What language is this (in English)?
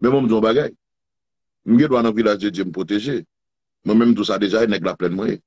Haitian Creole